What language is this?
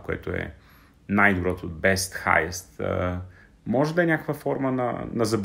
Bulgarian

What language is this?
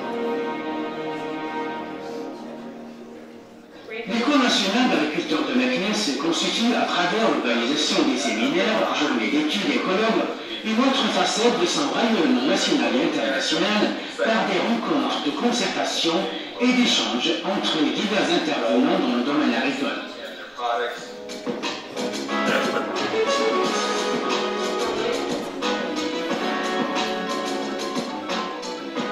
French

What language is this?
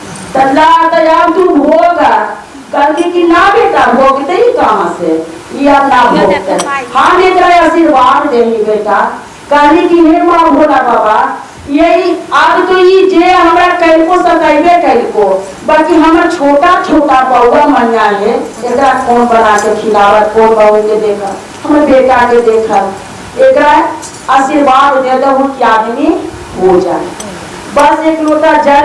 Magahi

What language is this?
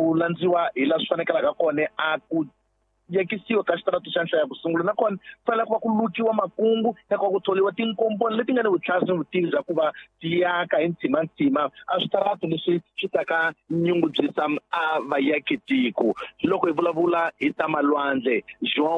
Tsonga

